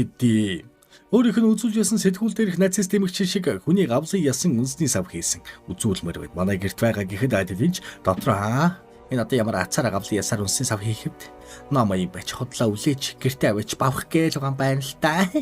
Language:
Mongolian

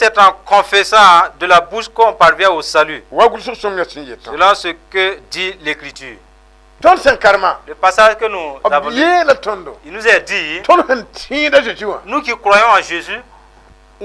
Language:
Mossi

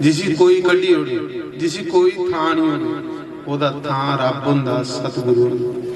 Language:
Dogri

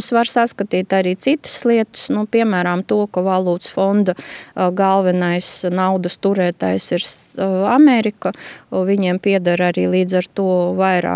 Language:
Latvian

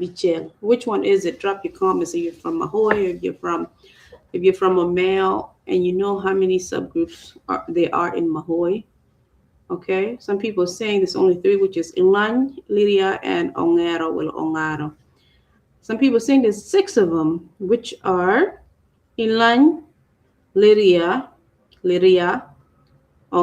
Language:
Acoli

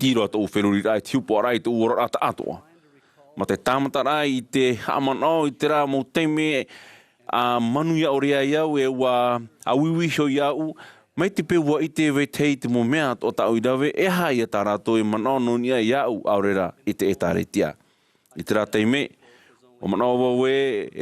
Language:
Tahitian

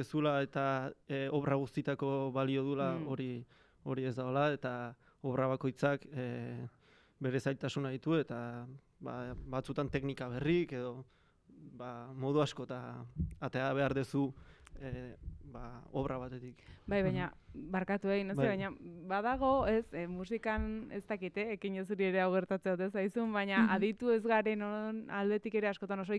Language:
Basque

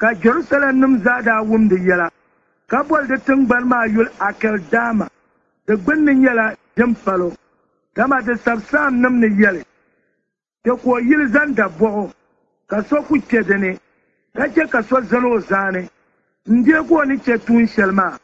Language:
Dagbani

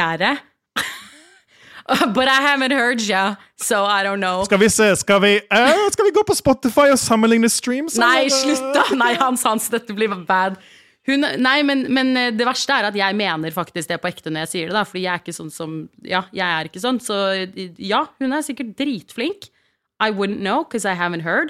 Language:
Norwegian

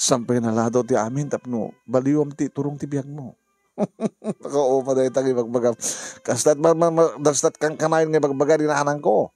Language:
Iloko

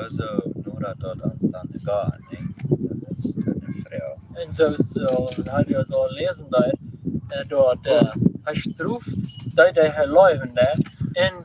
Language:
Plautdietsch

